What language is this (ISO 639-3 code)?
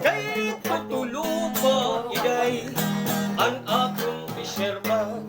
war